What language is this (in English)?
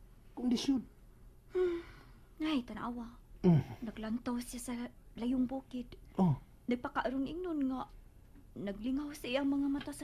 Cebuano